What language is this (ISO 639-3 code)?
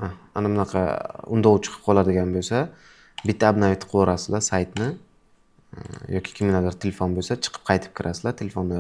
uzb